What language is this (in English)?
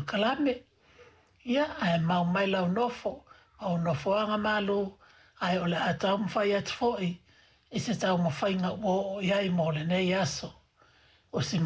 Samoan